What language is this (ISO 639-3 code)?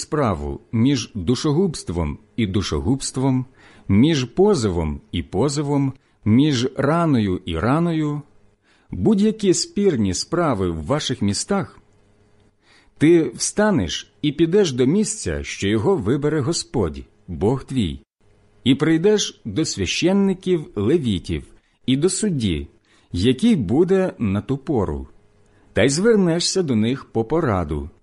ukr